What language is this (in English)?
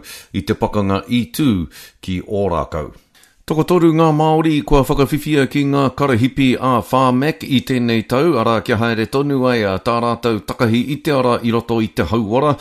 Māori